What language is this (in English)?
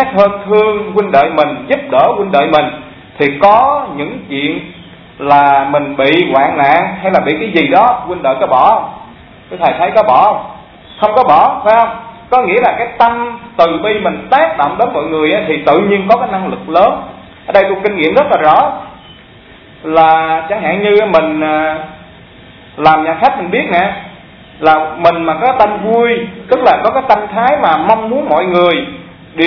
Vietnamese